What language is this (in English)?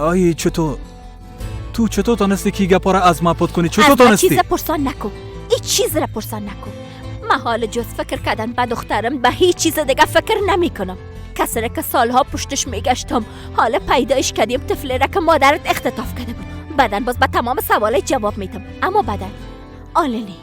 Persian